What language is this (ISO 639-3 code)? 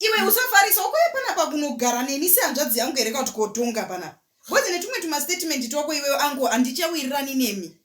sna